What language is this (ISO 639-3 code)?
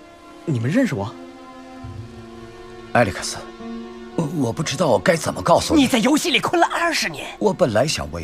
zho